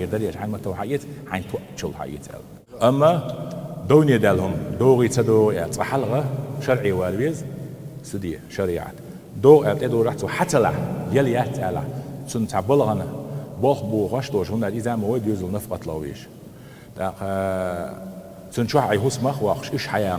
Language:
Chechen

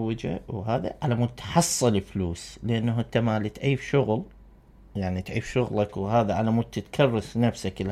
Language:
Mesopotamian Arabic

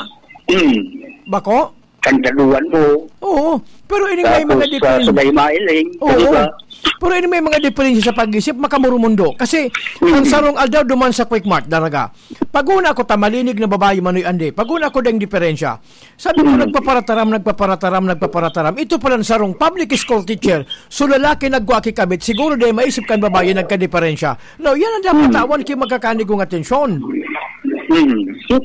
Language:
Bikol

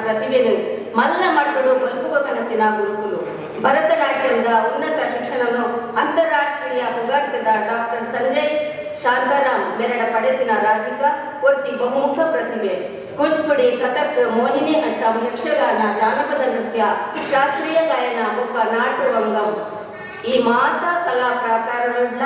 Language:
Tulu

